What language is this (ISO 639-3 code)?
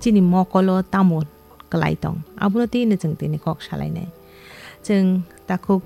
trp